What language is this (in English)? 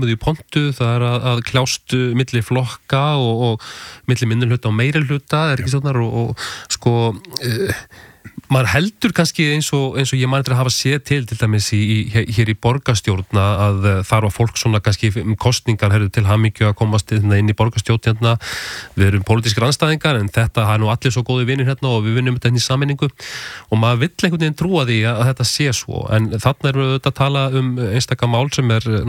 Icelandic